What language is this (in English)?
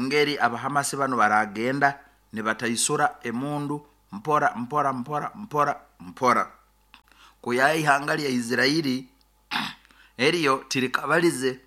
Nyoro